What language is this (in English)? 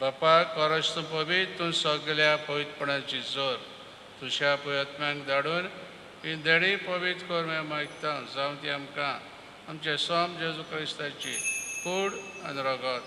Konkani